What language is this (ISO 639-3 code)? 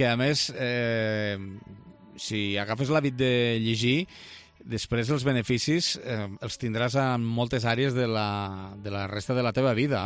cat